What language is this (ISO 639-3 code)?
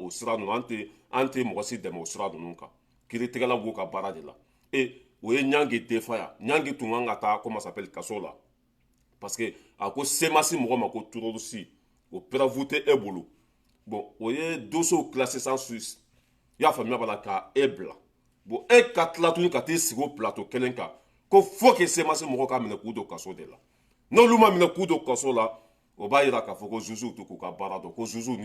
bam